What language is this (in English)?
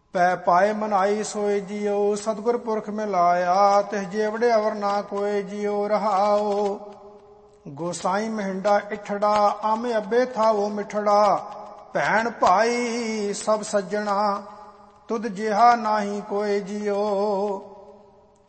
Punjabi